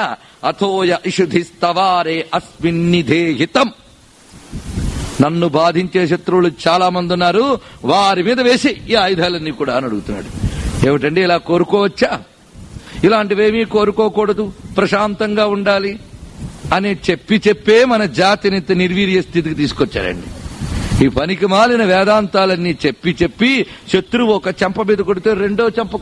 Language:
Telugu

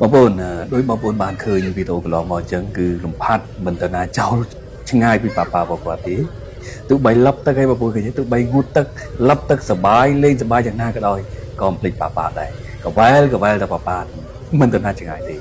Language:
Khmer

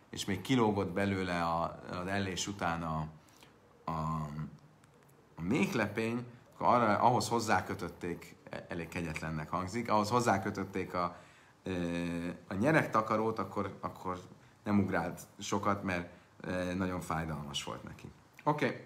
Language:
Hungarian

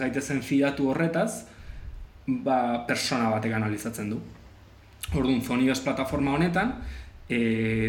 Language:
Basque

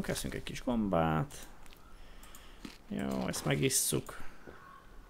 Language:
Hungarian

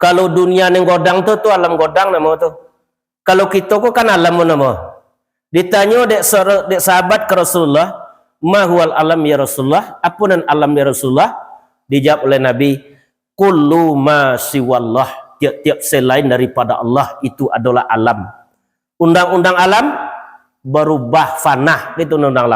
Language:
Minangkabau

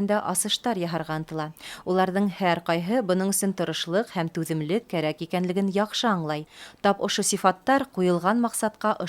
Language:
Bashkir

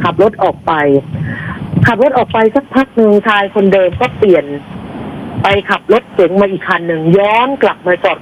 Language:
Thai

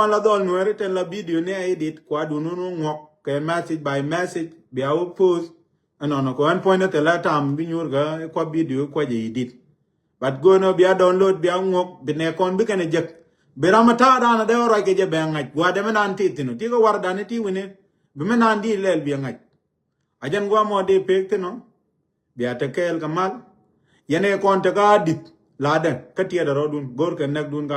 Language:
Nuer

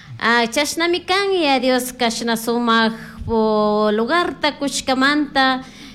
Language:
Chimborazo Highland Quichua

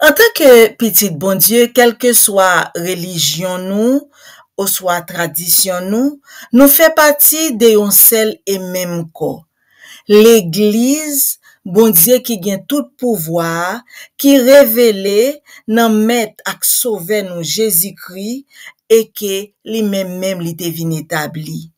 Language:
Haitian Creole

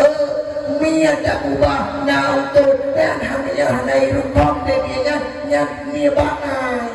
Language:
Achinese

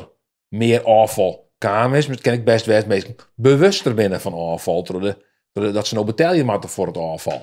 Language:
Western Frisian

